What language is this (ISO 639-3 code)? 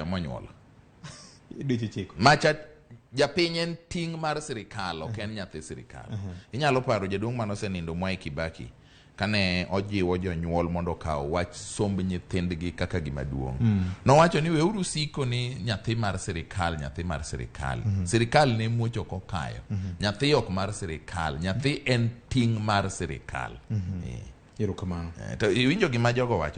luo